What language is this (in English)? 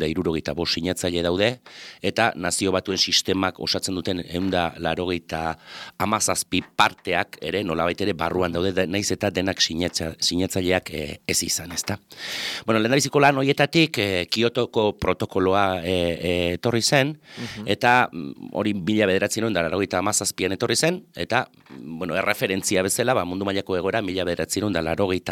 Basque